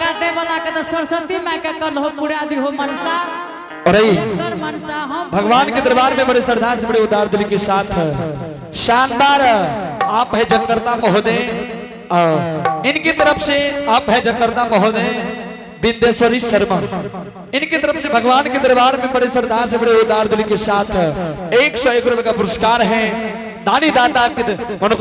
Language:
Angika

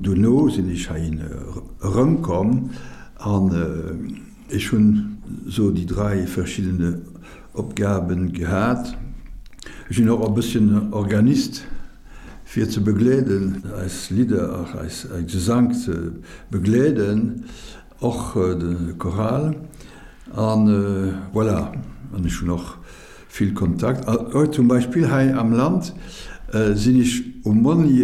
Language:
Luxembourgish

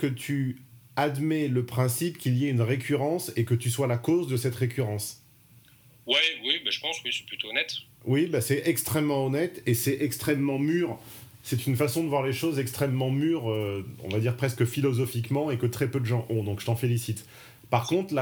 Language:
French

